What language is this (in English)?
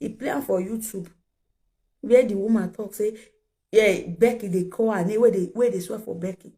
Nigerian Pidgin